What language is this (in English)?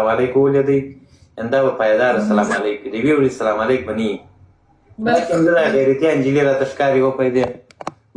Pashto